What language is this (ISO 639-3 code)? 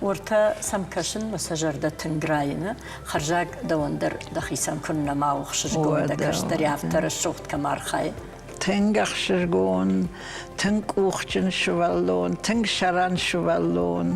oss